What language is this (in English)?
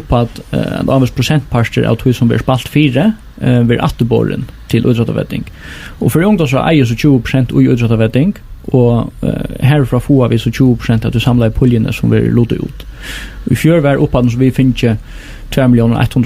Faroese